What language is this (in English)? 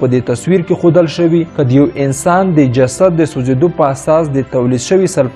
Pashto